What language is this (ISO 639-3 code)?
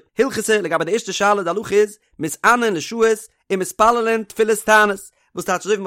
yid